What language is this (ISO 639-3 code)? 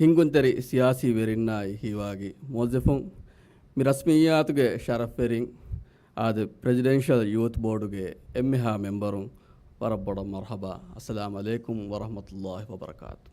div